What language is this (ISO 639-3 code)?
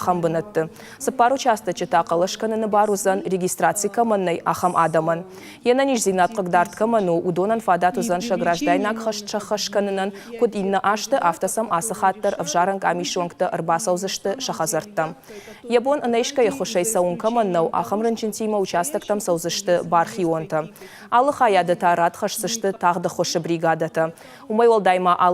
oss